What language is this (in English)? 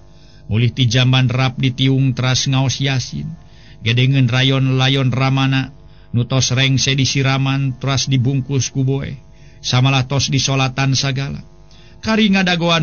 Sundanese